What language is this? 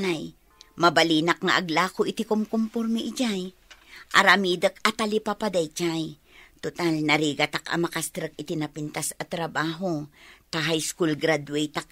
Iloko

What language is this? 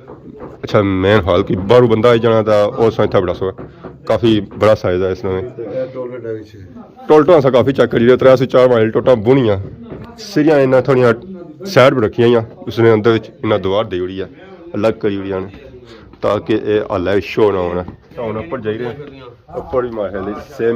Pahari-Potwari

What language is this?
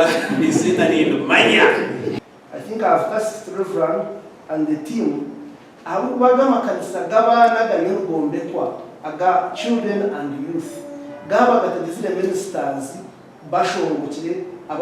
Nyankole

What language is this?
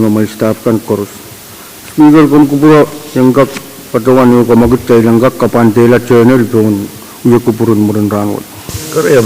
Pohnpeian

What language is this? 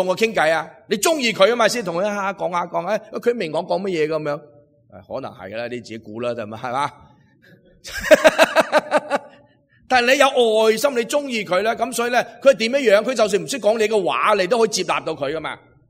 Cantonese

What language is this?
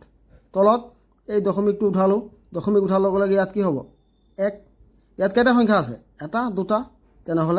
Assamese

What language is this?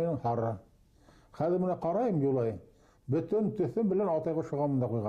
Bashkir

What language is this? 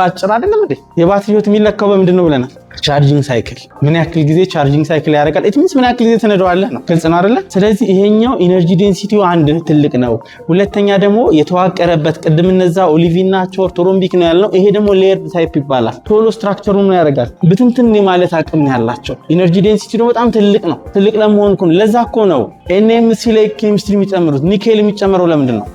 Amharic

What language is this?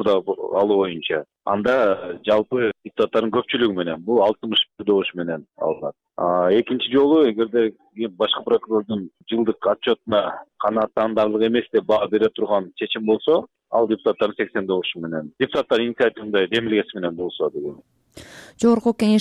Kyrgyz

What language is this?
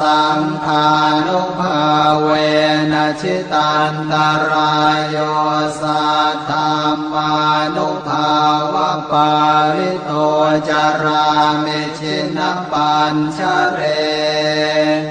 Pali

